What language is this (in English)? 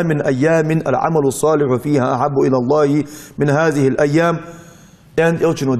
Ingush